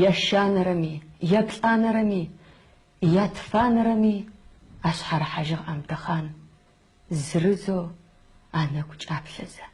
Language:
Adyghe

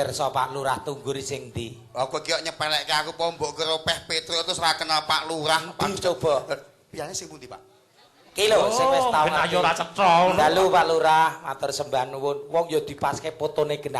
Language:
Javanese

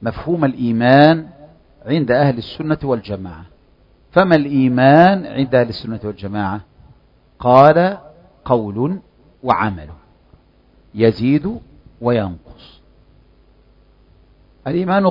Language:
Arabic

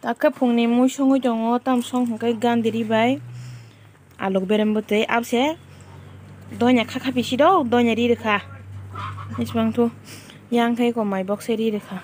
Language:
Kok Borok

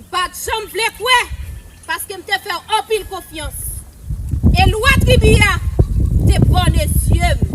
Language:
Haitian Creole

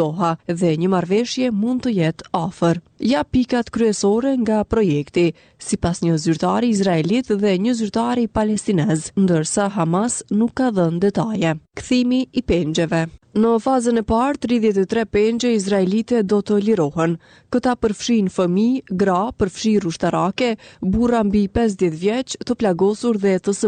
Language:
Albanian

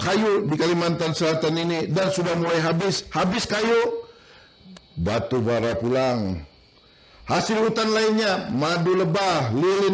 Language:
Banjar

